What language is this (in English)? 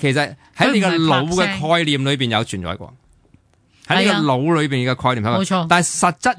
Cantonese